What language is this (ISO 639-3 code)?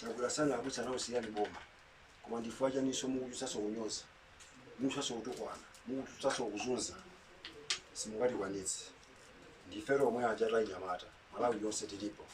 nya